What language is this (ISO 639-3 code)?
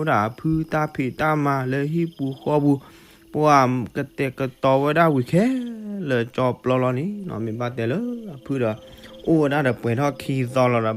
ksw